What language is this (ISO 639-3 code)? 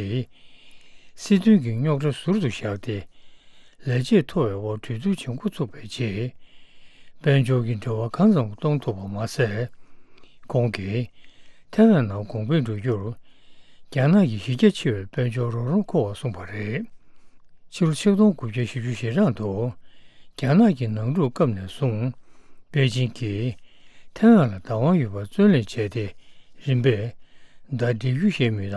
bod